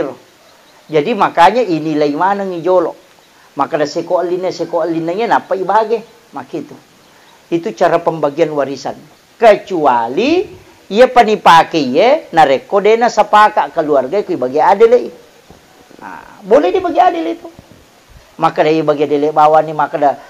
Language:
Buginese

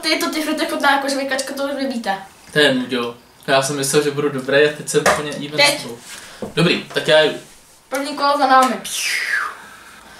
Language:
Czech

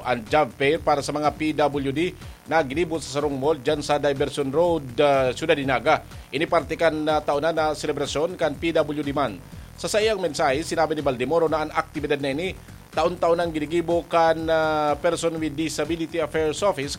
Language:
Bikol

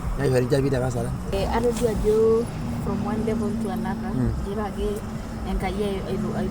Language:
Masai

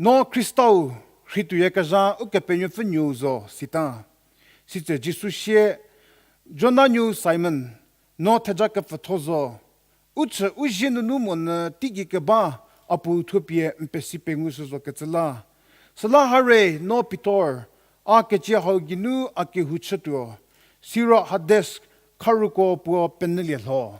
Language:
Angami Naga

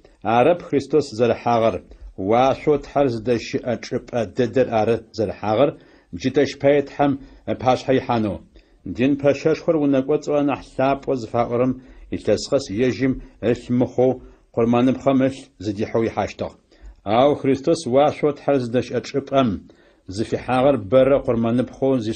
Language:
Adyghe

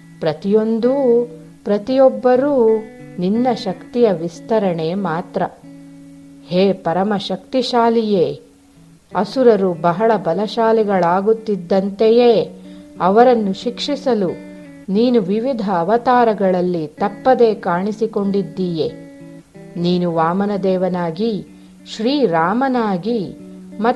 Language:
Kannada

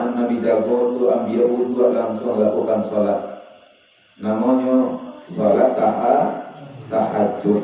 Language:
Minangkabau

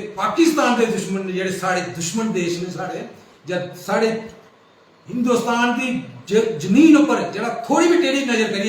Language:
Dogri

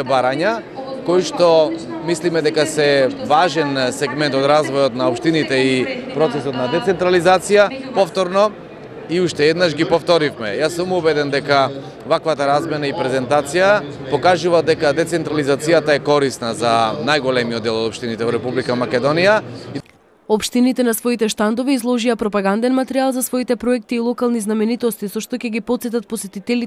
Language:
Macedonian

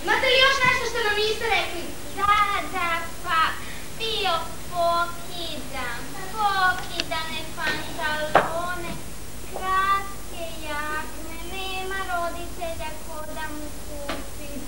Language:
Serbian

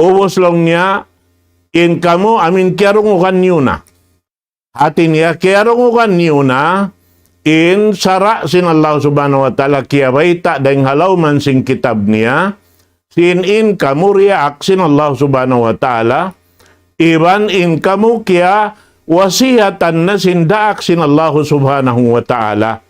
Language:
Tausug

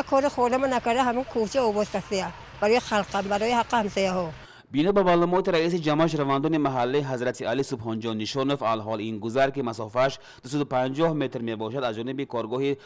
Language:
Tajik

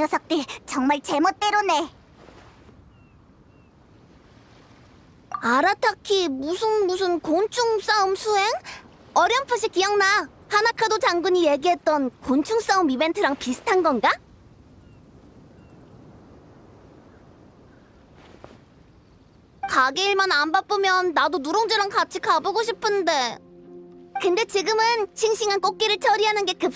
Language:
Korean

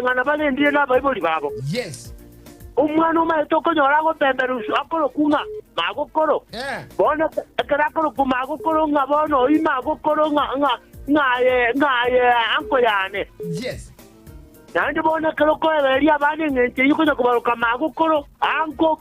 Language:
Gusii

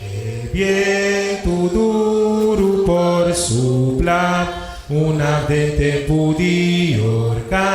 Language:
Papiamento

